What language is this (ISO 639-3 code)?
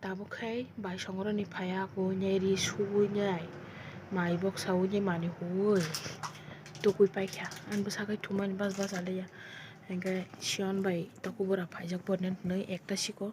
trp